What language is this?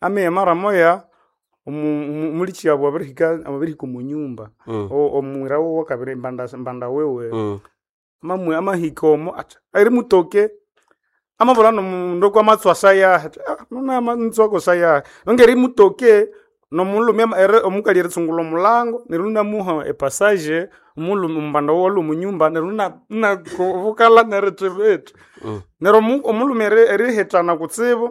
Nande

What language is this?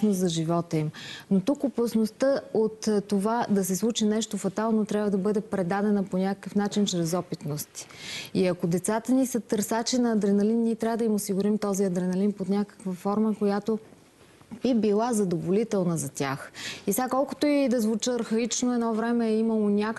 Bulgarian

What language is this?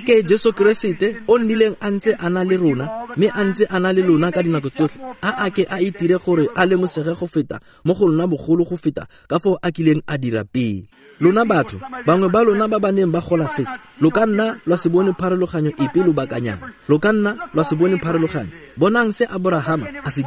Tswana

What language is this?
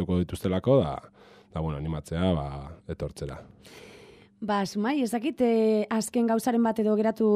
Basque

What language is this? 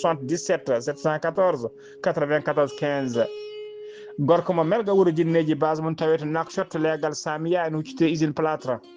Fula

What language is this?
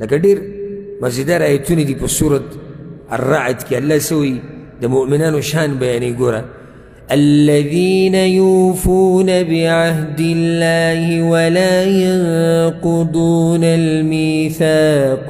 Pashto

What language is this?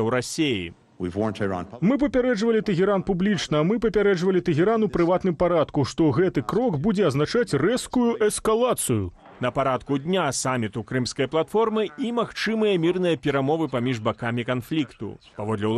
Belarusian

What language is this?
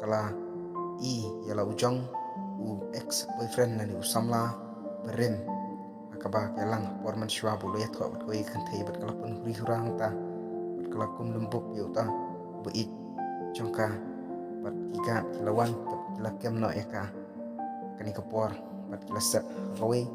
Khasi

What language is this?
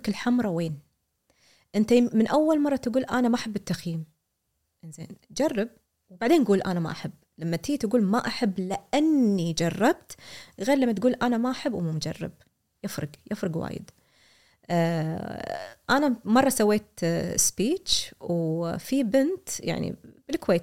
Gulf Arabic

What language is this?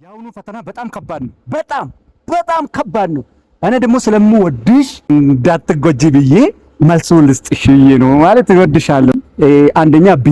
Amharic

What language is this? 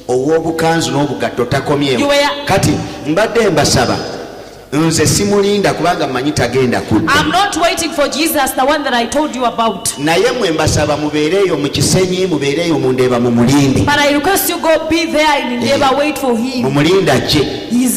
Ganda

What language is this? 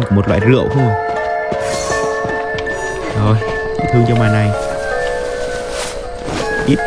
Vietnamese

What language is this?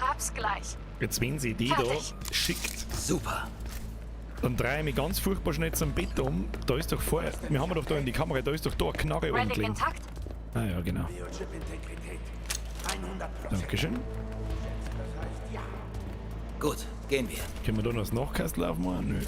Bavarian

